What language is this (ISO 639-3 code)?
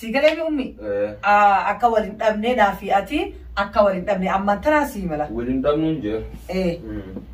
orm